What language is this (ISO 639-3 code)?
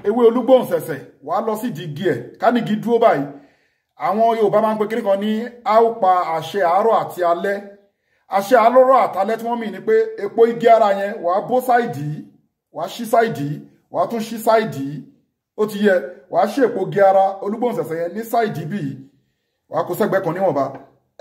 yor